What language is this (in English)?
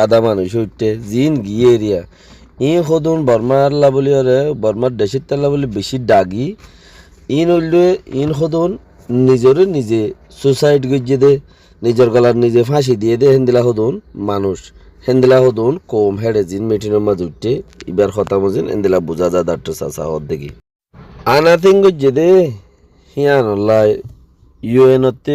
Rohingya